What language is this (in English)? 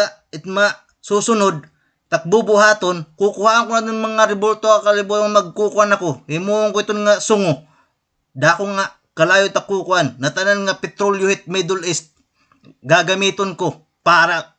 Waray